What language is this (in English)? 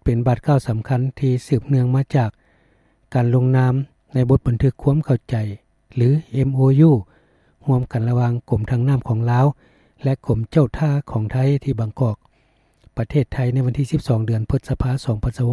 Lao